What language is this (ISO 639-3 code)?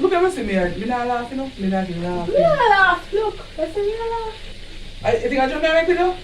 jam